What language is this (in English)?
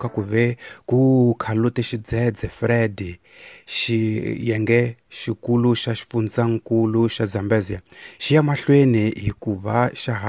Tsonga